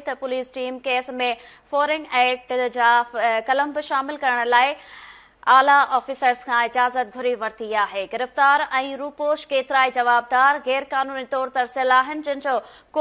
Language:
Sindhi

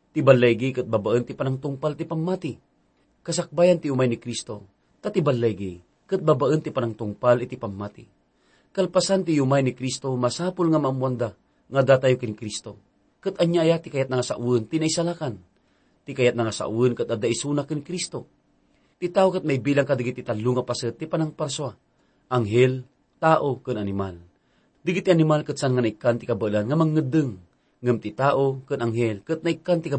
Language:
Iloko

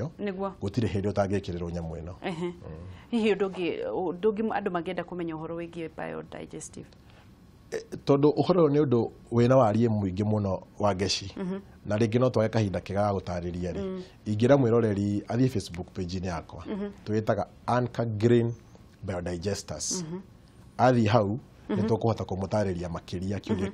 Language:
Kikuyu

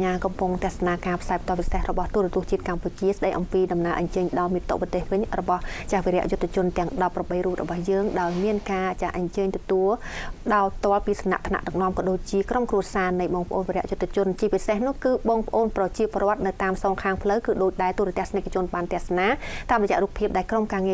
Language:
Khmer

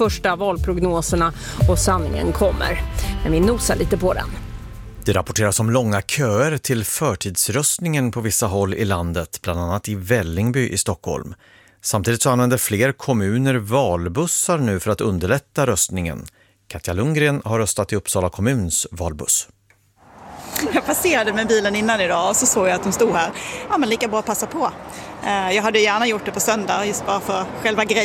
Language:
Swedish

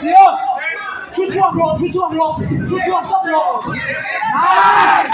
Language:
Mizo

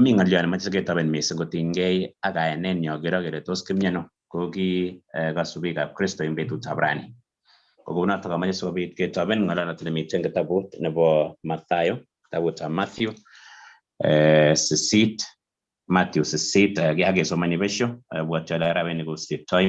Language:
Kalenjin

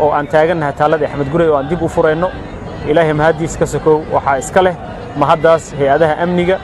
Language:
Somali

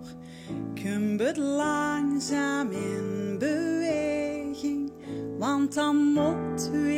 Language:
Limburgish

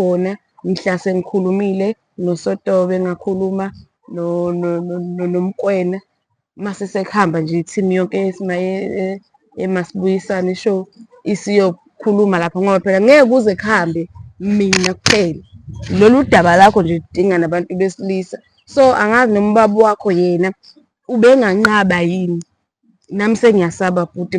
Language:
Zulu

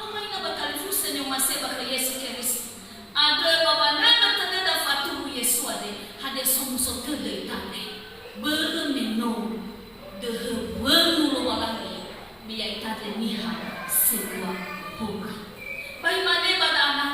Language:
Nias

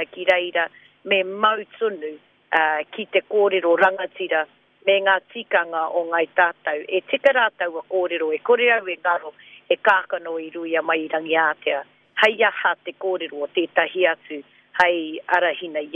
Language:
Māori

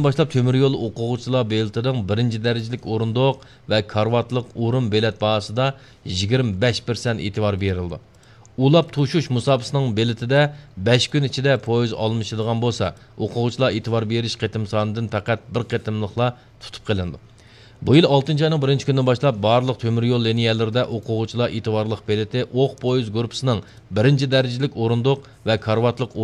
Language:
Uyghur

